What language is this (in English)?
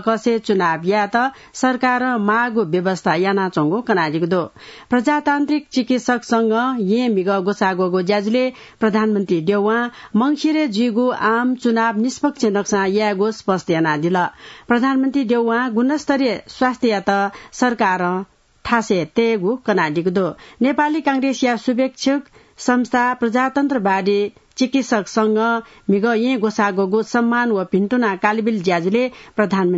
Newari